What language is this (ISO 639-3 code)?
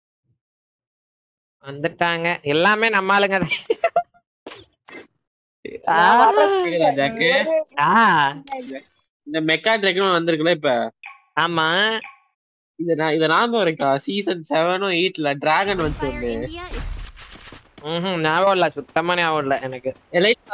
tam